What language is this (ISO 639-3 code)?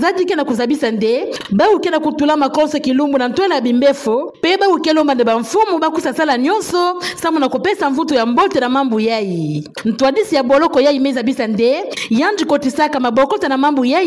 ktu